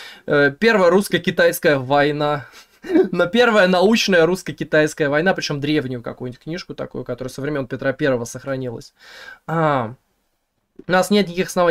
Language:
Russian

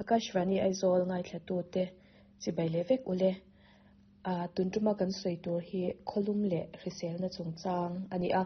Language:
Mizo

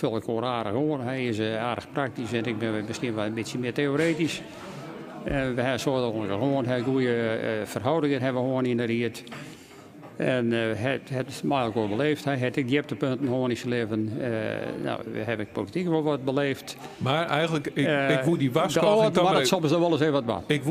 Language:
Western Frisian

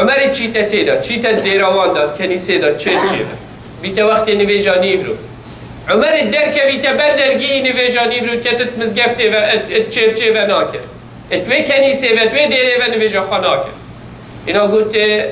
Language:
Kurdish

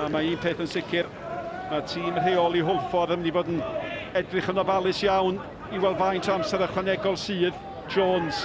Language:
Welsh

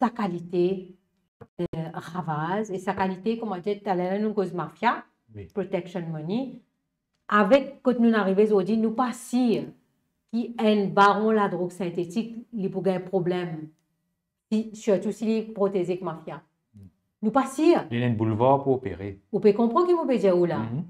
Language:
Morisyen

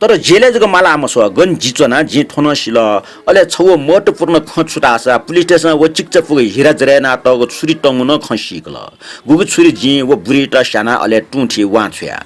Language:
Newari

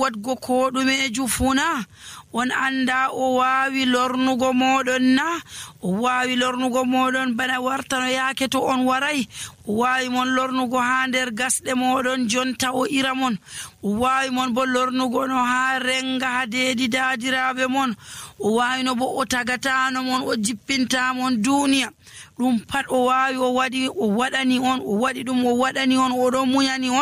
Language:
Nigerian Fulfulde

